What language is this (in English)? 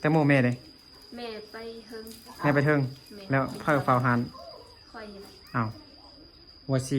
Lao